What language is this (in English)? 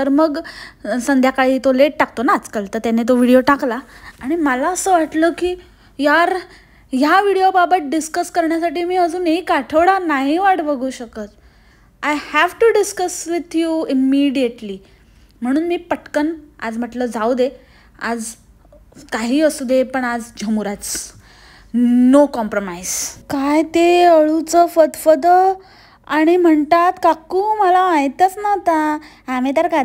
Marathi